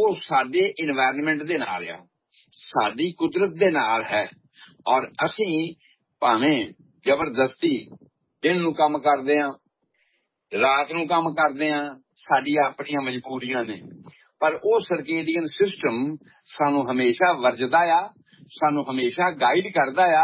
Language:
Punjabi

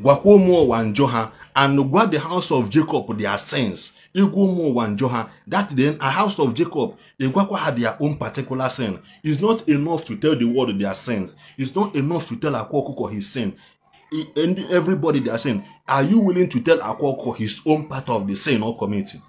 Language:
Igbo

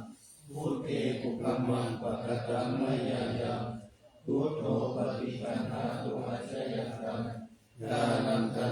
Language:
Pali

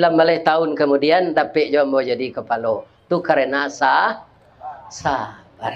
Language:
Minangkabau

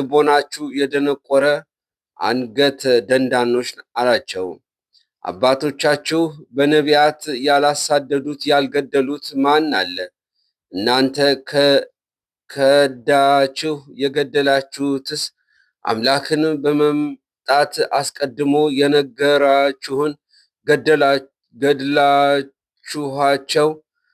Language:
Amharic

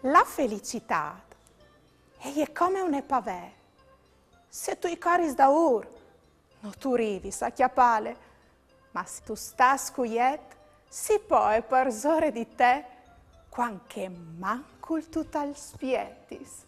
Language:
Friulian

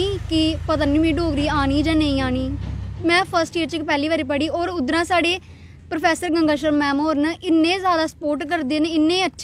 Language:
Dogri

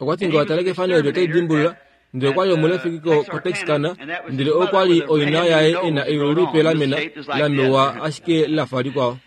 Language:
Kuanyama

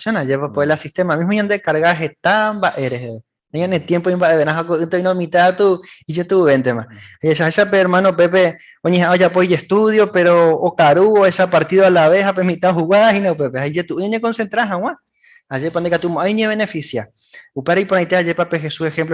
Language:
Guarani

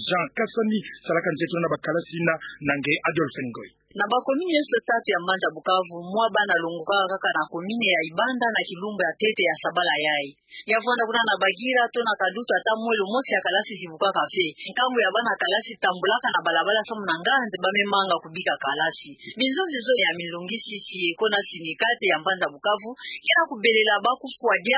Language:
Kituba (Democratic Republic of Congo)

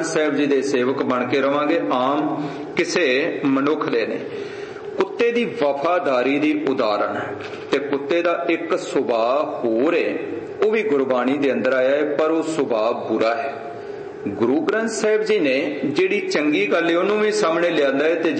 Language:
Punjabi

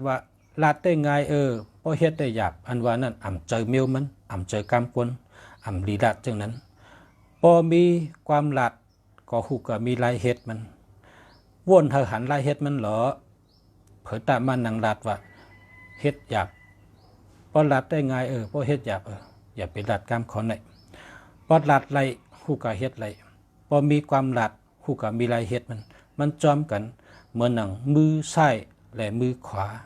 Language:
Shan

